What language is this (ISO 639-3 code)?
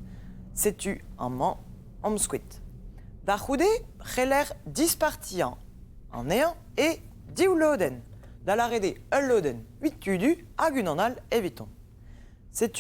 bre